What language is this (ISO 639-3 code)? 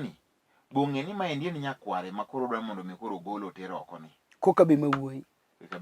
luo